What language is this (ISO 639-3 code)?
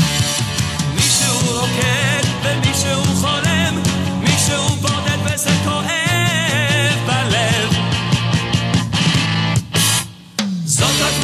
heb